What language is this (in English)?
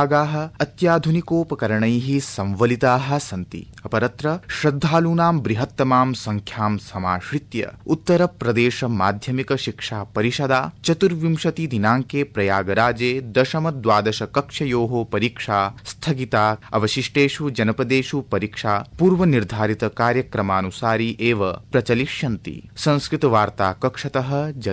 Sanskrit